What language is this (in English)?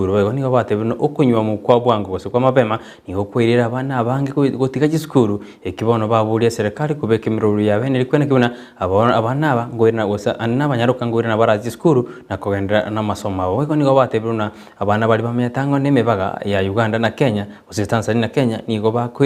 Gusii